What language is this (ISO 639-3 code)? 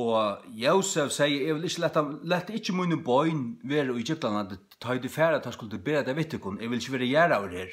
fao